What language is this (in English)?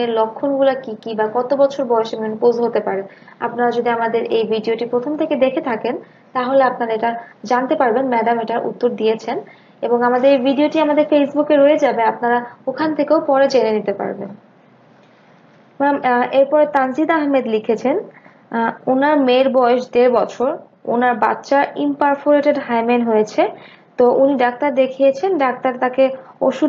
Bangla